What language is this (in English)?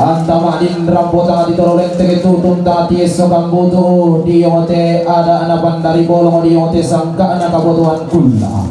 Toraja-Sa'dan